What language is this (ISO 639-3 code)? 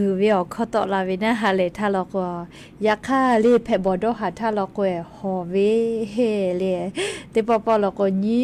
lhu